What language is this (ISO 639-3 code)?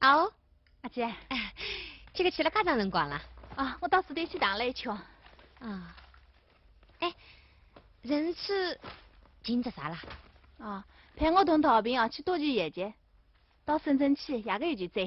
wuu